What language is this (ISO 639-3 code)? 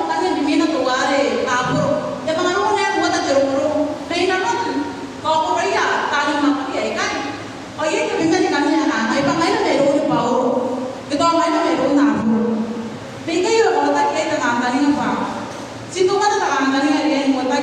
gil